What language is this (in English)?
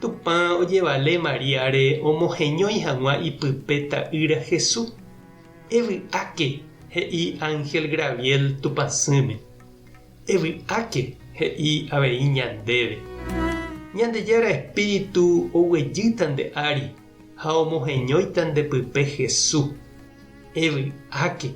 Guarani